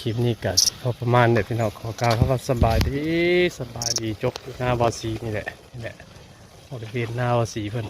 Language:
Northeastern Thai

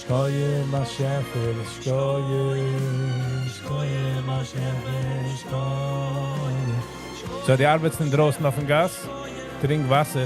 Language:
Yiddish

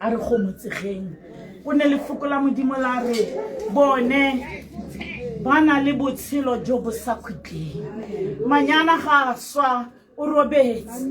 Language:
Tswana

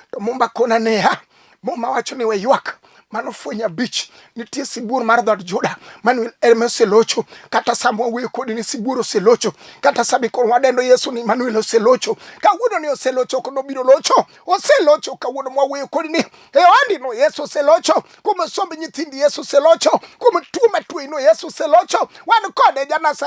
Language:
Luo (Kenya and Tanzania)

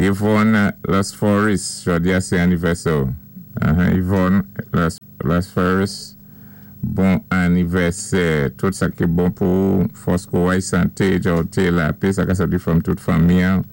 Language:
Saint Lucian Creole French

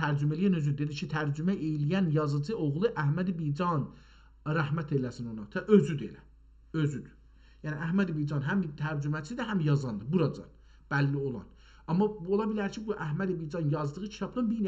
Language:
South Azerbaijani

